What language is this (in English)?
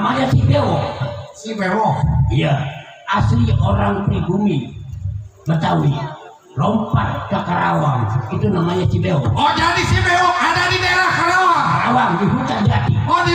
Betawi